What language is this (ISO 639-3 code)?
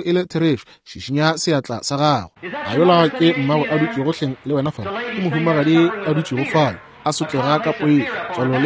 nso